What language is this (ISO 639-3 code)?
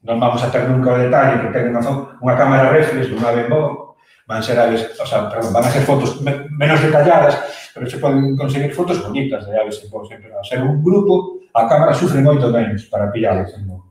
glg